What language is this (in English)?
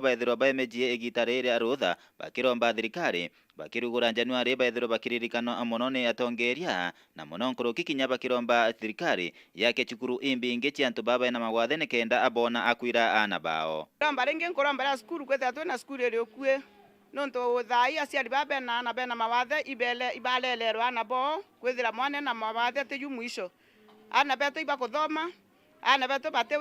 Meru